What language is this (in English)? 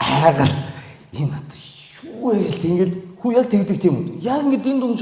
Mongolian